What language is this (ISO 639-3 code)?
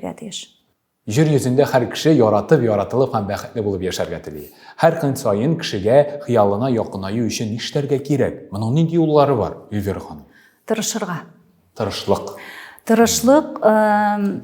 tat